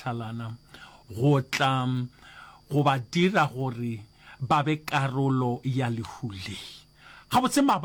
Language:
Northern Sotho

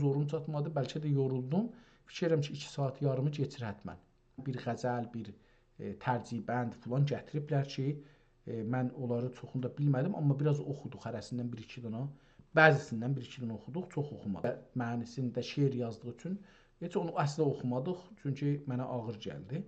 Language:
South Azerbaijani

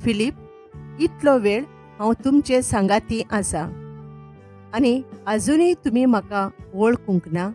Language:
Konkani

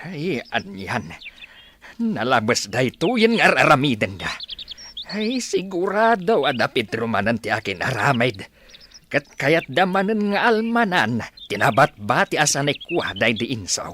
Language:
Iloko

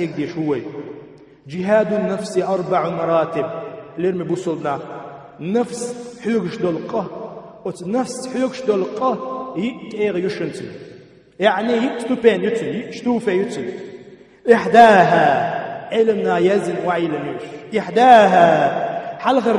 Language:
Chechen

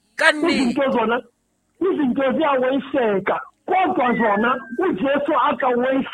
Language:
Southern Sotho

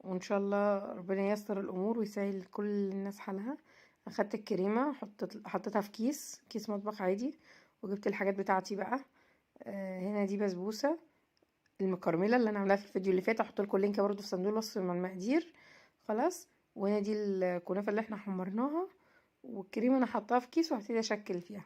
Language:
Egyptian Arabic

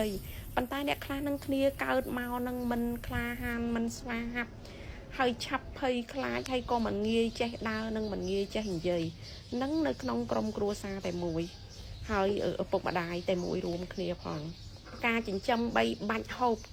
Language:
Khmer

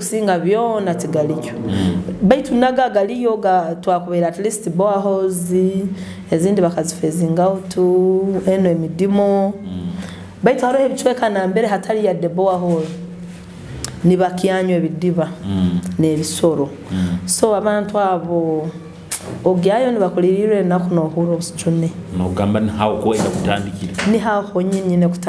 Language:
Nyoro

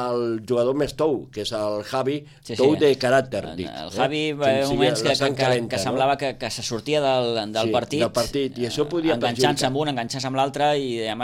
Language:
Catalan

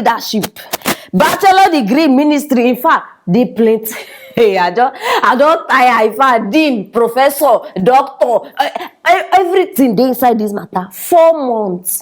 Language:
Nigerian Pidgin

